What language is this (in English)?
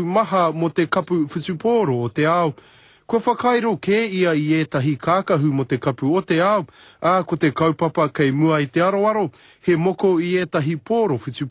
Māori